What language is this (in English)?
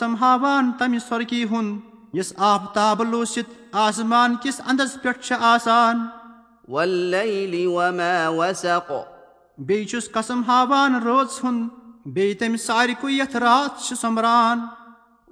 Kashmiri